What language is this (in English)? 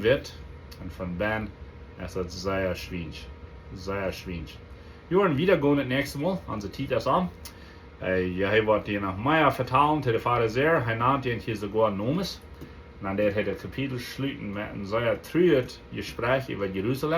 Plautdietsch